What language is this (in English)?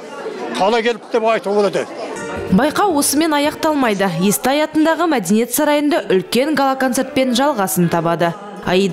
Kazakh